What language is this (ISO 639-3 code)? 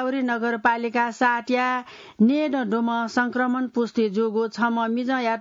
new